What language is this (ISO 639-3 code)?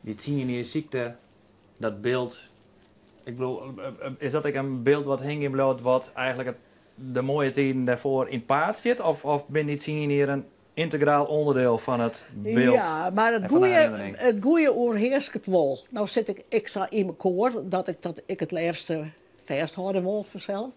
fry